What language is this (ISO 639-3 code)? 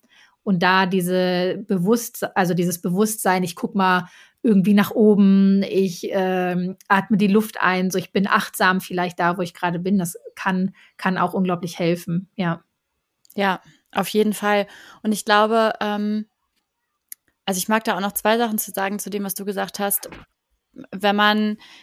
deu